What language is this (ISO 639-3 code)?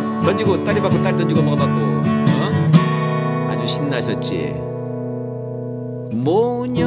kor